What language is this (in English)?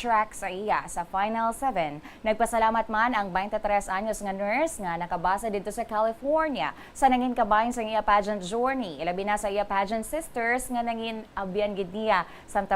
Hiligaynon